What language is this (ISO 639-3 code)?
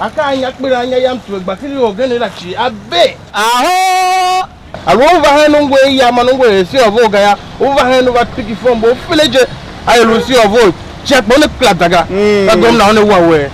tiv